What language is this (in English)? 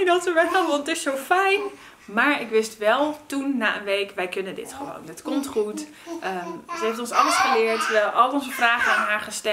Dutch